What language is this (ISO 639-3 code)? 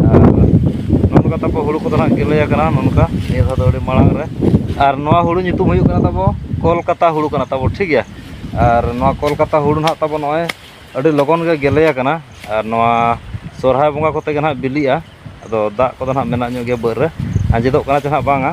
sat